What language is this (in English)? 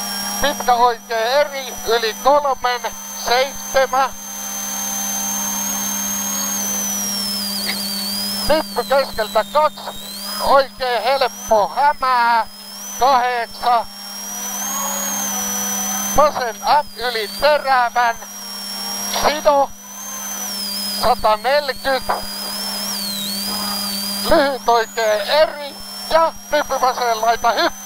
Finnish